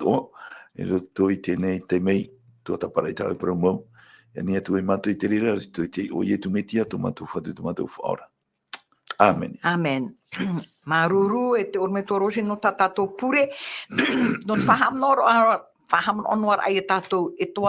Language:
Tahitian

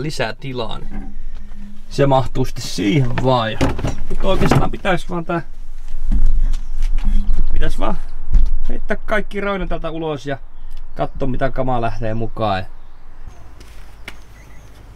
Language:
Finnish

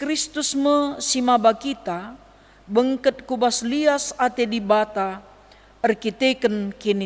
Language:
Batak Karo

